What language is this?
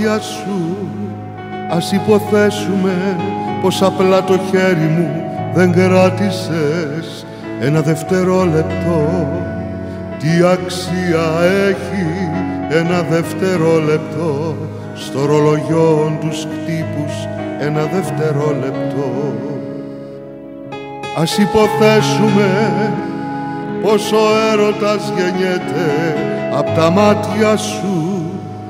Greek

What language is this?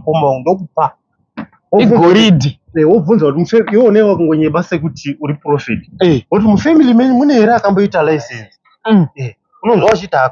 Shona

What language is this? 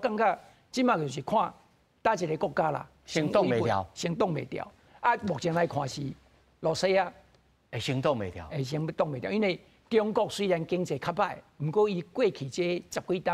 Min Nan Chinese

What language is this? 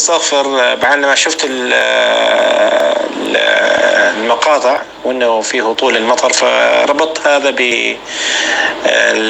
North Levantine Arabic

